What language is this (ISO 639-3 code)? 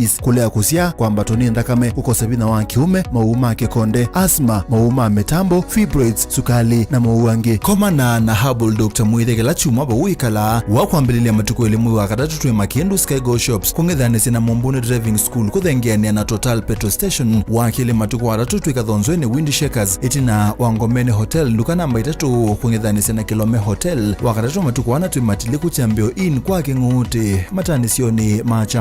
kam